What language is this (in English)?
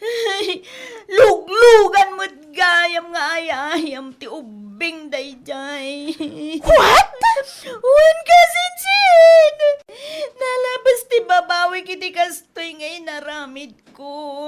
Iloko